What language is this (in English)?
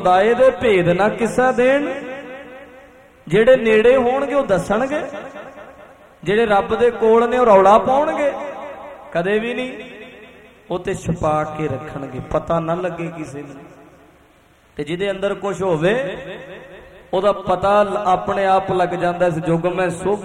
Punjabi